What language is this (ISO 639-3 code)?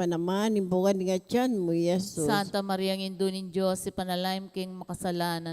pam